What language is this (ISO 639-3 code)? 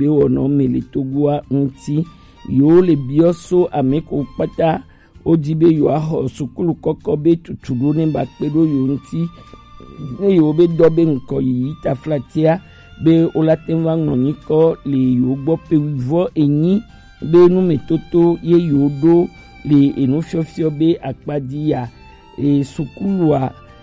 gej